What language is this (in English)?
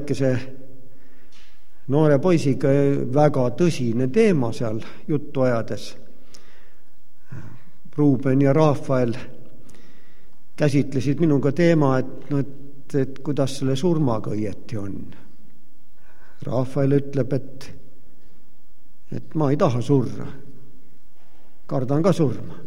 Estonian